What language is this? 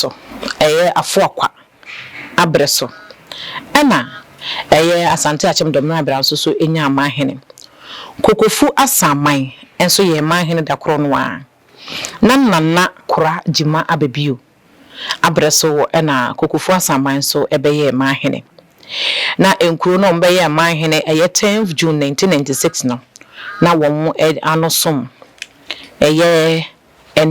Akan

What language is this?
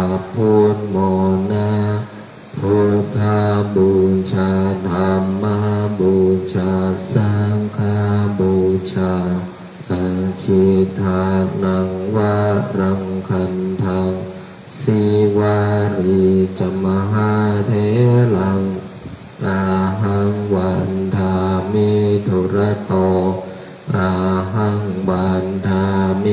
Pali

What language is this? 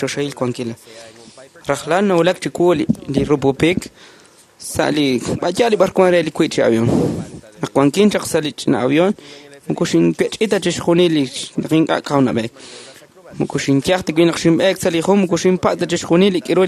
Kekchí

